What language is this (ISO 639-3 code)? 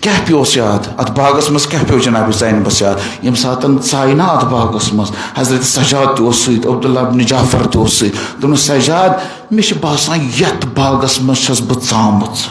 kas